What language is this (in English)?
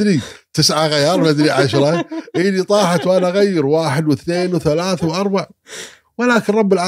Gulf Arabic